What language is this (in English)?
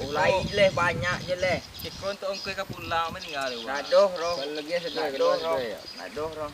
Minangkabau